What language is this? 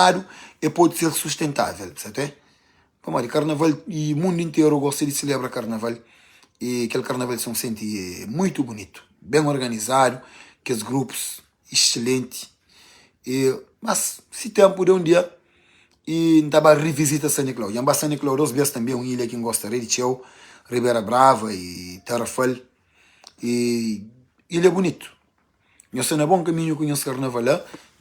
Kabuverdianu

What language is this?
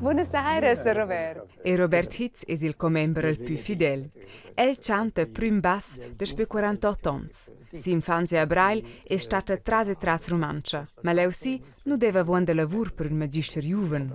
Romansh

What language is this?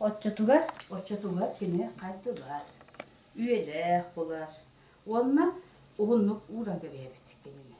Yakut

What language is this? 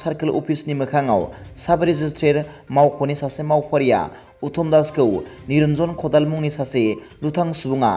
Bodo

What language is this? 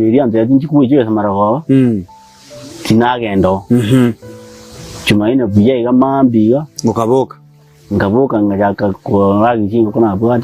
Gusii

